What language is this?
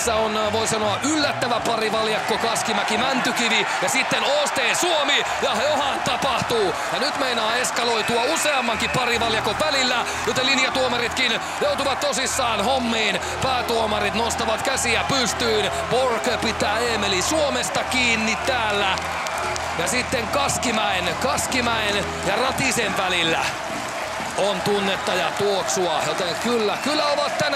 Finnish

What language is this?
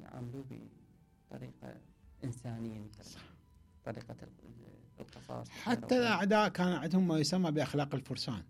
Mesopotamian Arabic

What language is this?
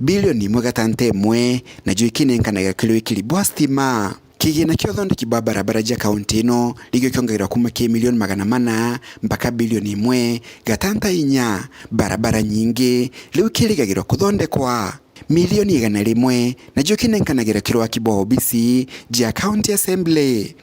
Meru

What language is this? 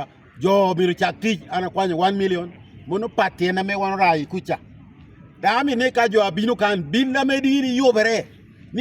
Lango (Uganda)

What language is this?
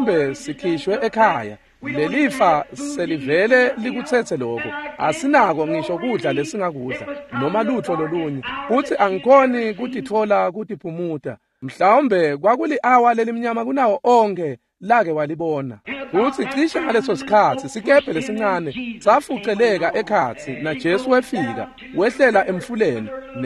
Swati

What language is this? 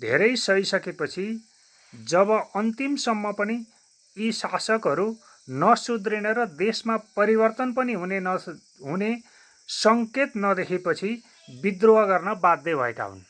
Nepali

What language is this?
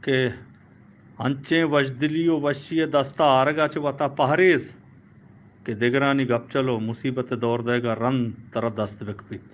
Eastern Balochi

